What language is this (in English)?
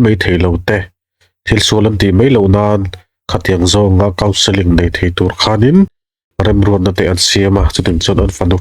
Mizo